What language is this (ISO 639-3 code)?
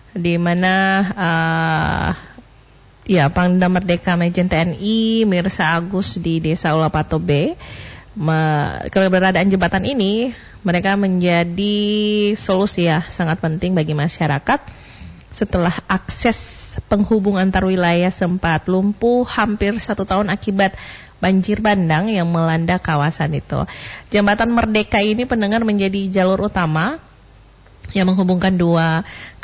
ind